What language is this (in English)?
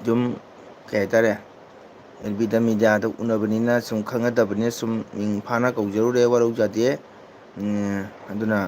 Manipuri